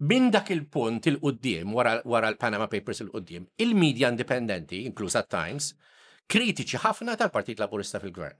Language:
Maltese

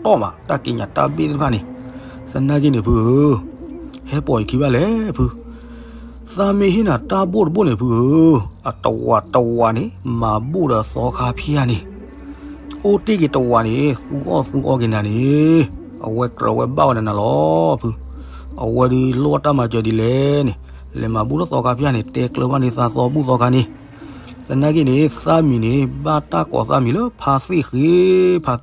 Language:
S'gaw Karen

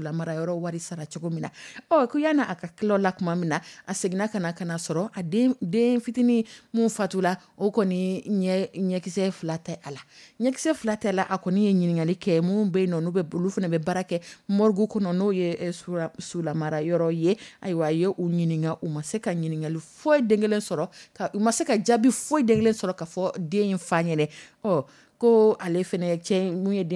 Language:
Dyula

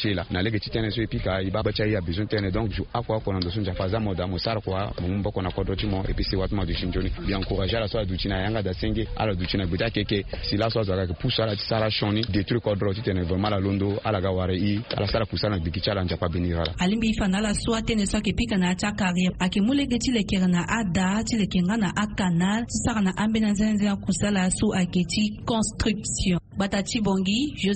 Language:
Sango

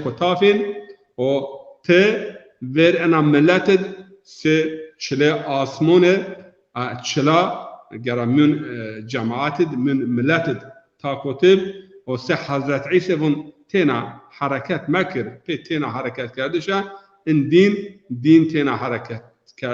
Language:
Zaza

